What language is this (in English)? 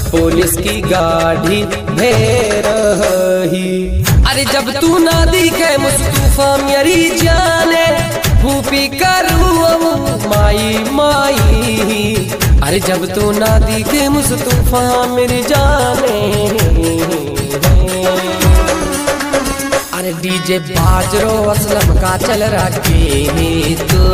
Haryanvi